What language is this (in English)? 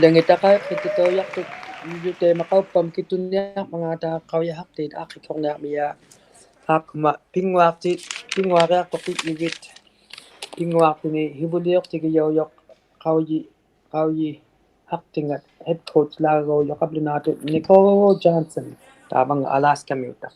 Inuktitut